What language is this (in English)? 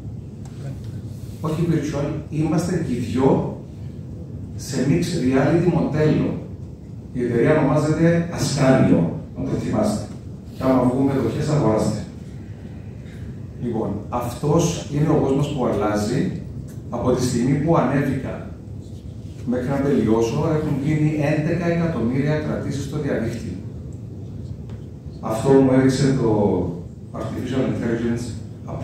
Greek